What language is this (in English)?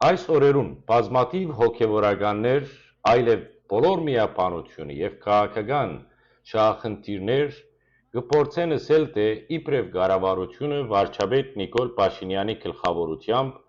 Western Armenian